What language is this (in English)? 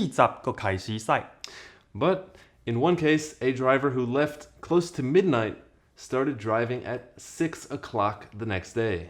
Min Nan Chinese